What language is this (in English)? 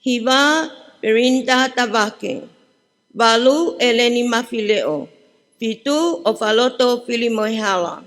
Tongan